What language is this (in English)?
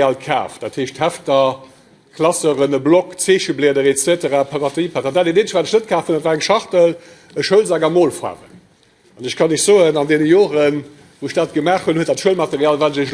Luxembourgish